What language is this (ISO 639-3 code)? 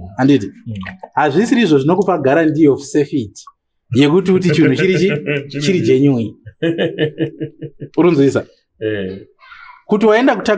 sna